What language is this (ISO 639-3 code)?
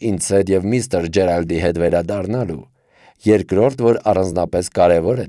hye